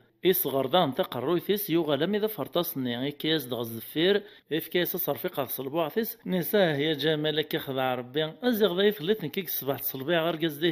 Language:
Kabyle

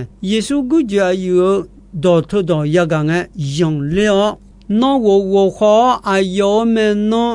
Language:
Akha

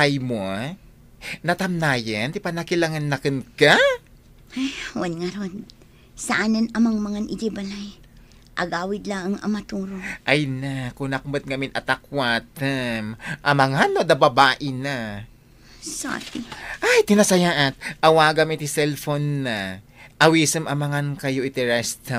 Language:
Iloko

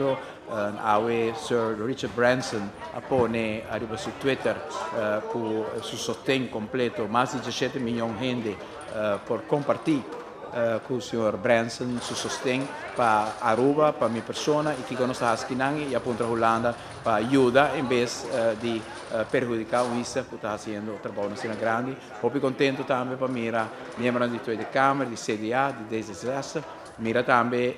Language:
Papiamento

